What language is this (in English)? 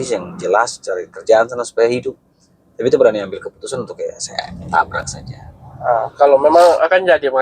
Ambonese Malay